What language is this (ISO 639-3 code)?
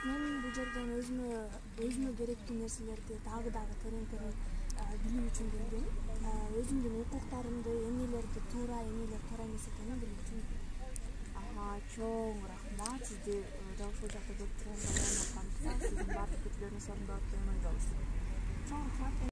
kir